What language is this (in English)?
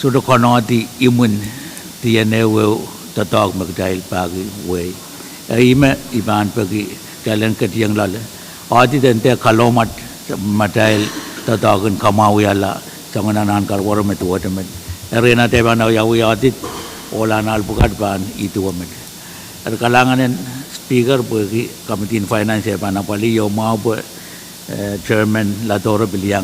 Pohnpeian